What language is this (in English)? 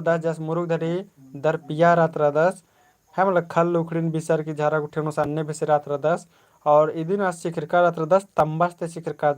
Kurukh